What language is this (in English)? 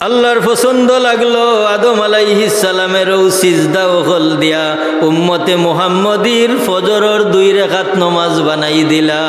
Sylheti